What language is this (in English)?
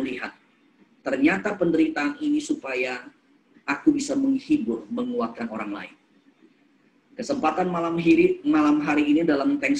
Indonesian